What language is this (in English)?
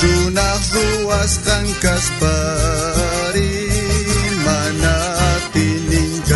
South Bolivian Quechua